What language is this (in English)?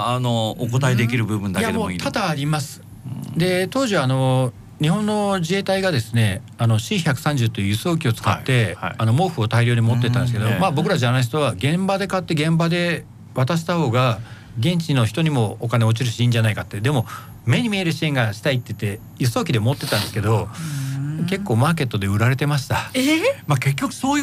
Japanese